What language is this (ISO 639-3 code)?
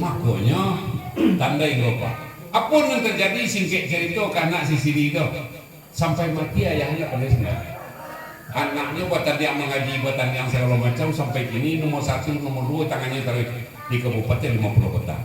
min